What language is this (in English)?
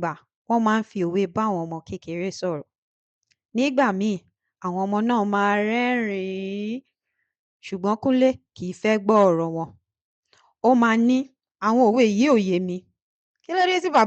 Yoruba